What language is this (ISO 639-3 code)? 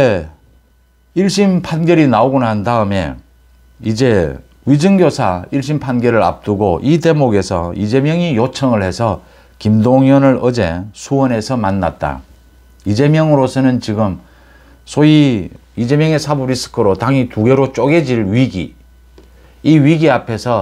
kor